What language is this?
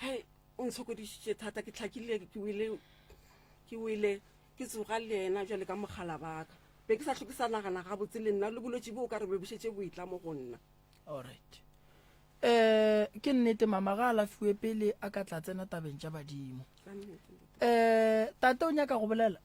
Northern Sotho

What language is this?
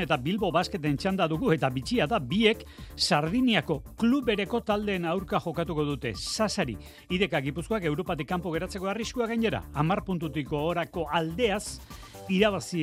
Basque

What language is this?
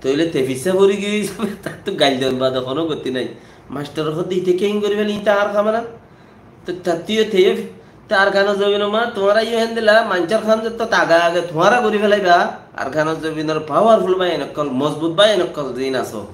Rohingya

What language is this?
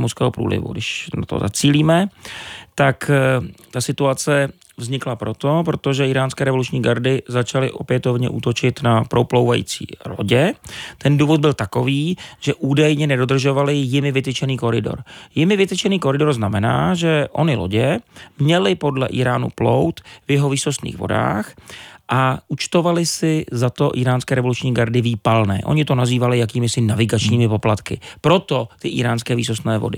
Czech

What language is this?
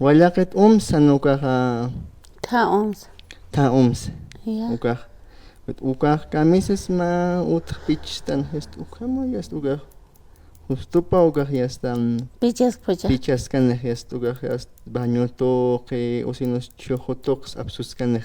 Aymara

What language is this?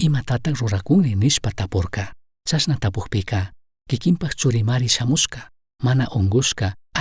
Chimborazo Highland Quichua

